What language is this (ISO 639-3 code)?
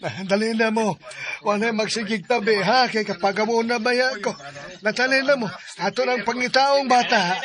ceb